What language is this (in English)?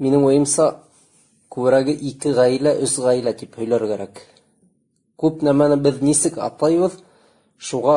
Bashkir